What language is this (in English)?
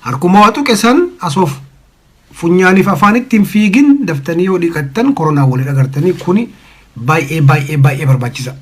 Oromo